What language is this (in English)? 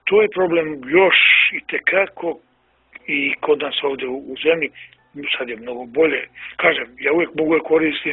Bosnian